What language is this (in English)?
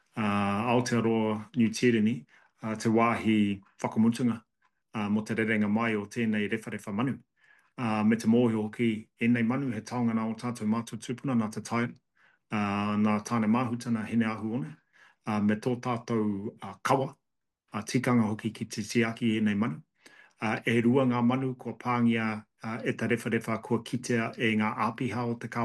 Māori